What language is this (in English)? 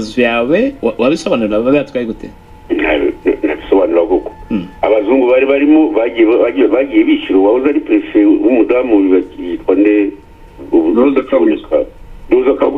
Kinyarwanda